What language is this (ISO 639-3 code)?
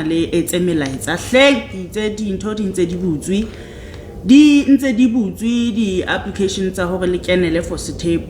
sot